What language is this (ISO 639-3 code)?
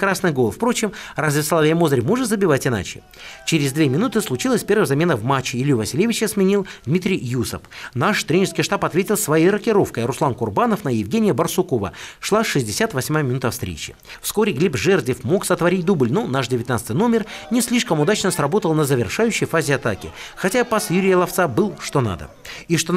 rus